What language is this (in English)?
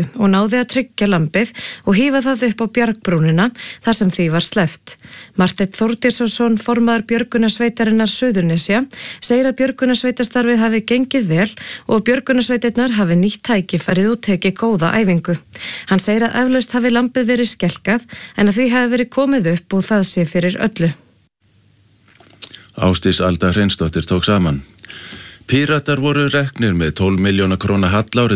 Icelandic